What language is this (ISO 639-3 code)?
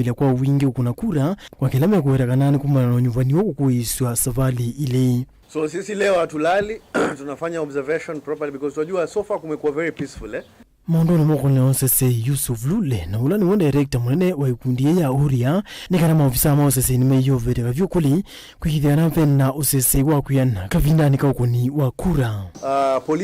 kam